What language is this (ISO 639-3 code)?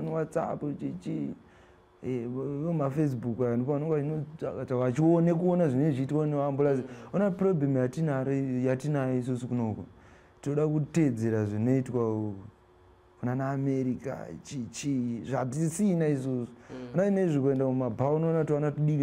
sna